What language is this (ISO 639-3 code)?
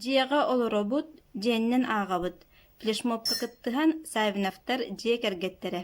sah